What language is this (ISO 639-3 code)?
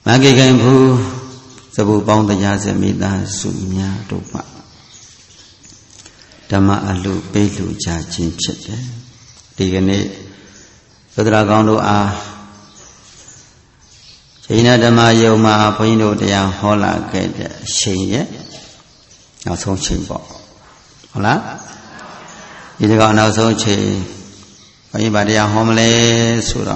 mya